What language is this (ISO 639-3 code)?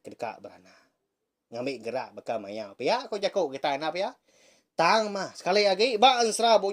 iba